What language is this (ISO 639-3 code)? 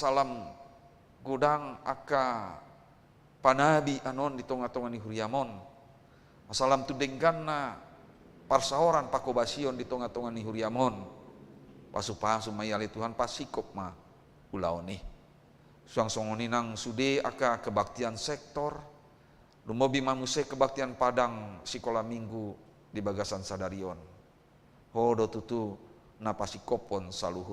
bbc